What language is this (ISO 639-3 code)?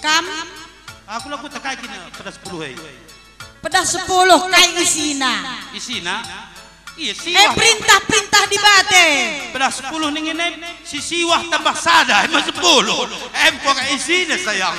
btx